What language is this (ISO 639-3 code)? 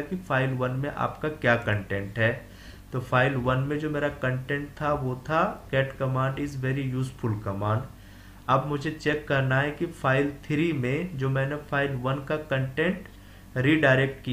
hin